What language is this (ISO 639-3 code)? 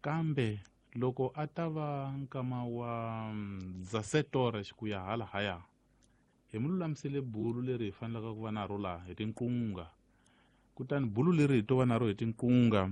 tso